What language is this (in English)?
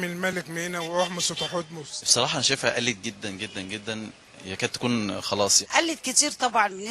Egyptian Arabic